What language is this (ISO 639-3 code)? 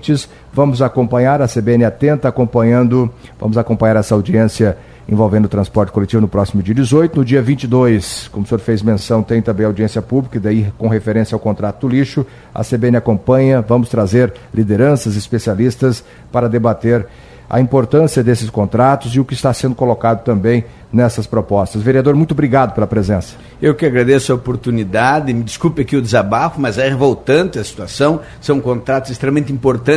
por